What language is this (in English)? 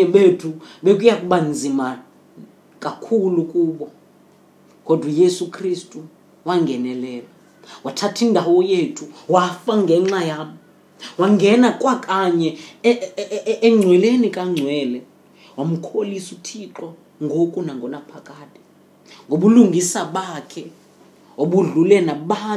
Xhosa